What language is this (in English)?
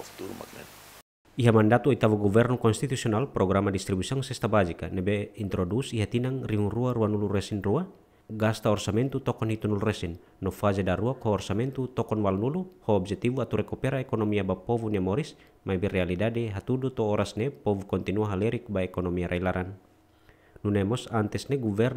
Tetum